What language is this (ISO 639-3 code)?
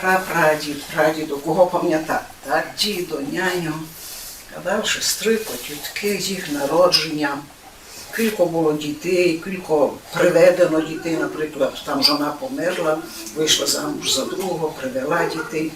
rue